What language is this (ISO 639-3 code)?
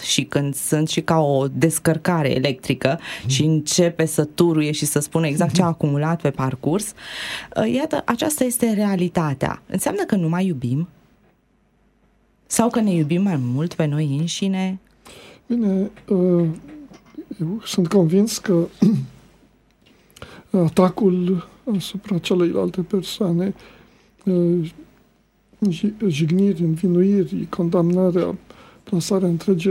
ron